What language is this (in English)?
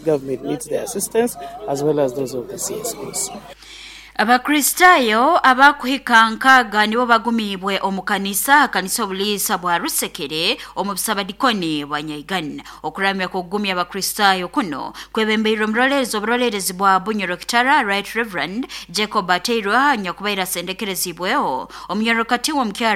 Nyoro